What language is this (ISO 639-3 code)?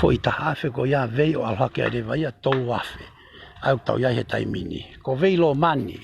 ton